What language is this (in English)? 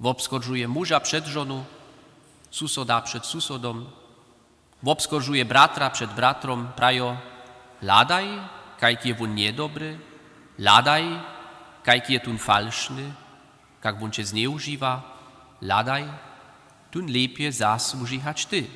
Upper Sorbian